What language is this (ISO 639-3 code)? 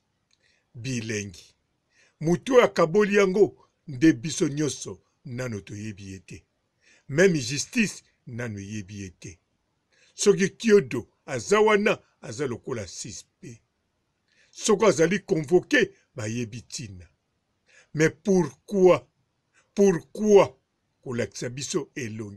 lin